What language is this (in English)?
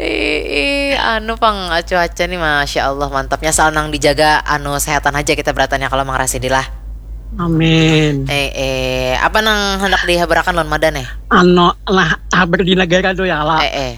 Banjar